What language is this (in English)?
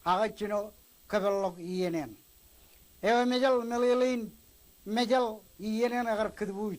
Marshallese